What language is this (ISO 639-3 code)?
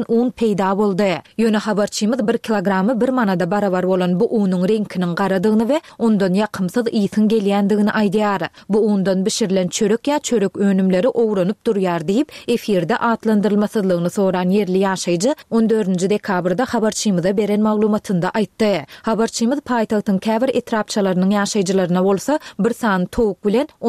tuk